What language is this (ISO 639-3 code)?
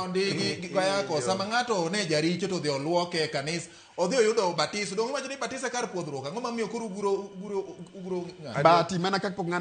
luo